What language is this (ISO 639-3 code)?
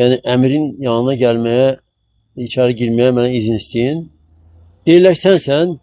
aze